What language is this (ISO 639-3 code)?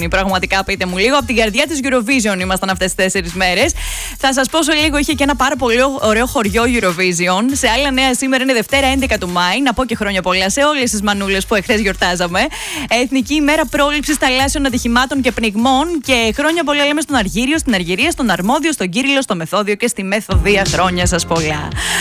ell